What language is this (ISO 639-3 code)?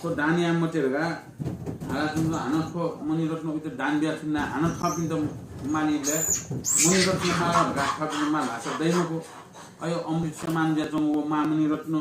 new